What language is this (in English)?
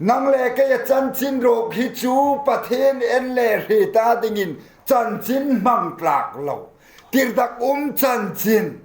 Hmar